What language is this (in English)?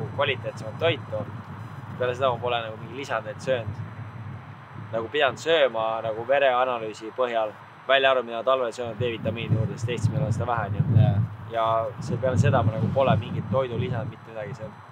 Estonian